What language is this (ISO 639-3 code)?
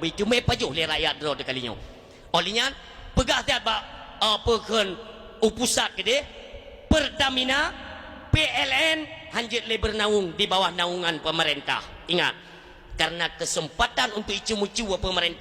ace